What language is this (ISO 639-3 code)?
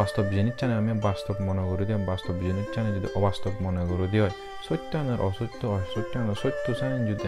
ccp